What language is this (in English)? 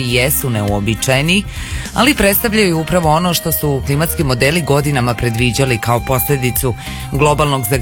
Croatian